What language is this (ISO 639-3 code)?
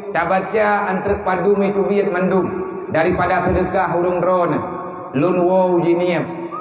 ace